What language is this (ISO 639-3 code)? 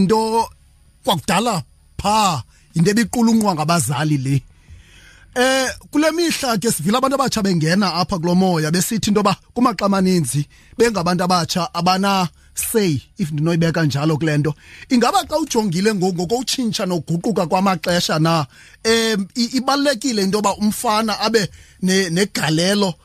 xho